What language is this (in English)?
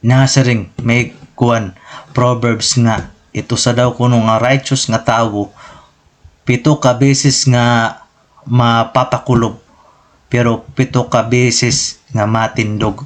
Waray